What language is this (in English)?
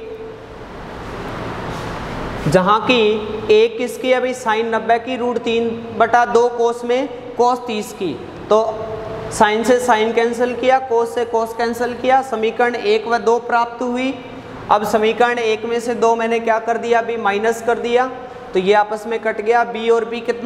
Hindi